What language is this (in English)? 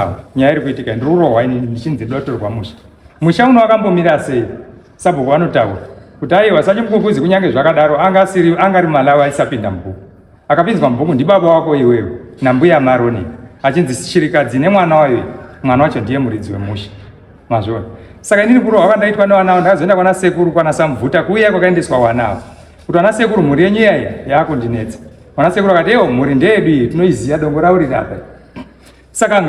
Shona